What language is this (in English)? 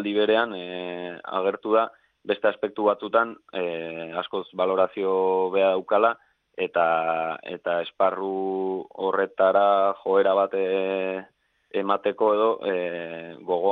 Basque